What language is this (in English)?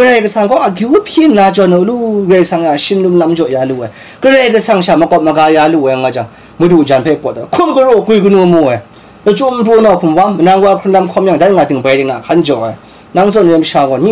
Kachin